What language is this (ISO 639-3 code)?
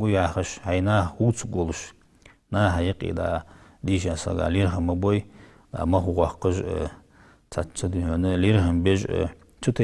inh